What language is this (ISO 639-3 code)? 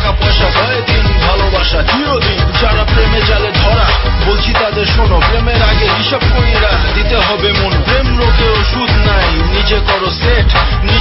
ben